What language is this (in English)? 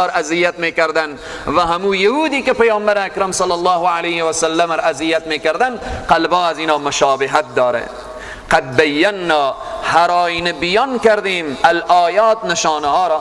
Persian